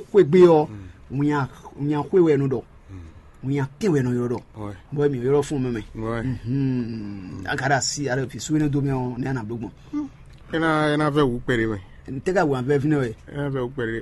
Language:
Fon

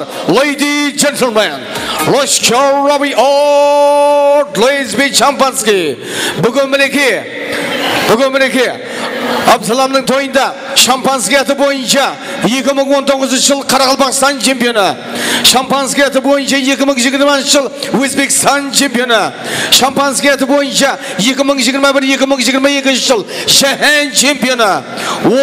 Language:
Kara-Kalpak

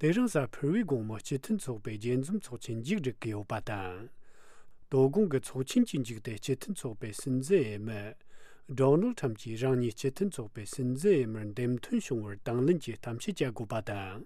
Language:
Tibetan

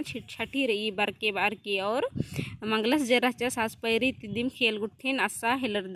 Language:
Kurukh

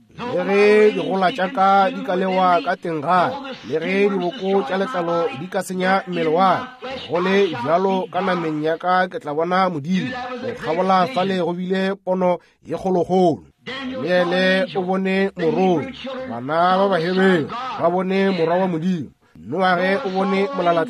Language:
Northern Sotho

